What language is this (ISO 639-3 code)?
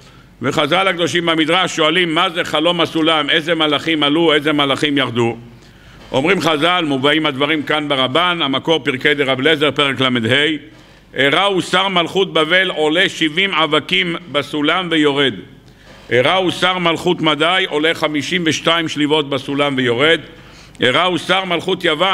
heb